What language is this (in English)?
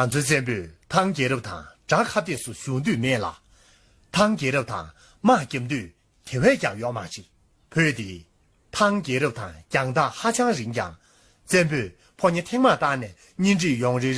Tibetan